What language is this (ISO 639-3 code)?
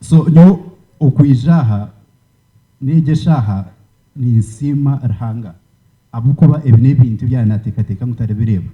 nyn